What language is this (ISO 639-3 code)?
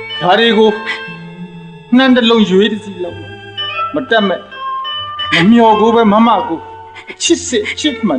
mya